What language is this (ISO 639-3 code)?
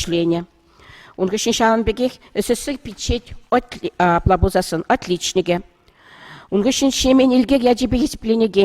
chv